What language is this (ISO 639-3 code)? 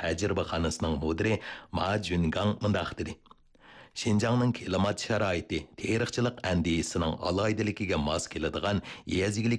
uig